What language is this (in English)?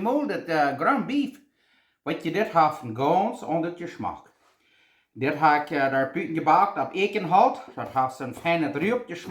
Plautdietsch